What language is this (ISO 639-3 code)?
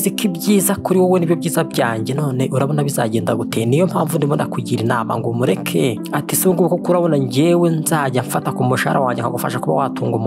kin